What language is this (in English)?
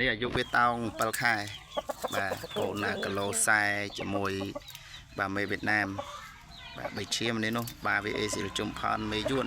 Khmer